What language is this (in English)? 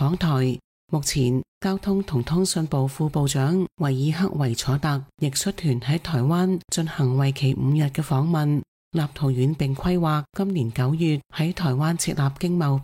Cantonese